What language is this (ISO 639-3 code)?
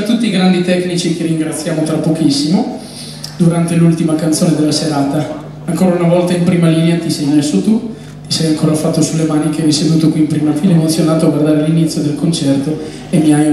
ita